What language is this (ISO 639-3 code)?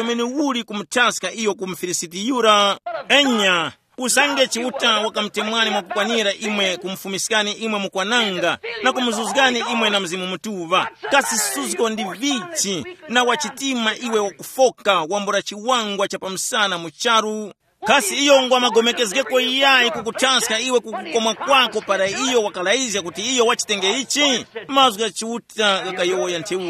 tum